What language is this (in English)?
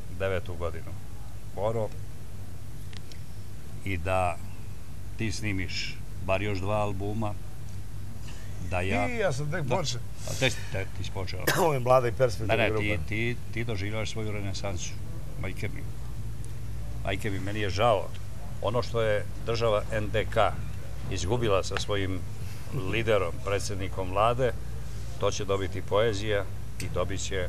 Serbian